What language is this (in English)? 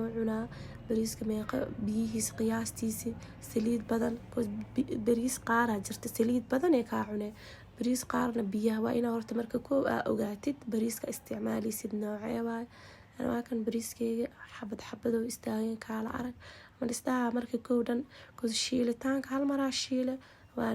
Somali